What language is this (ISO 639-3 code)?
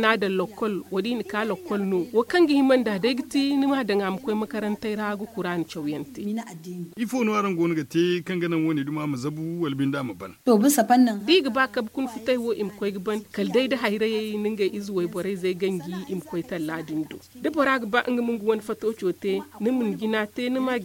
dje